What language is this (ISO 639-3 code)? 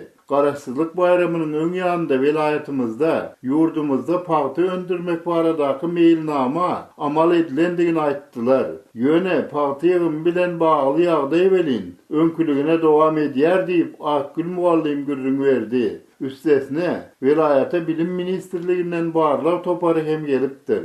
tuk